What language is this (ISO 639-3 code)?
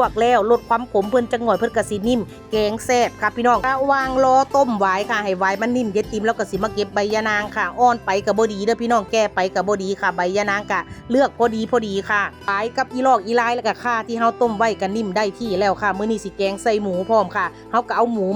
tts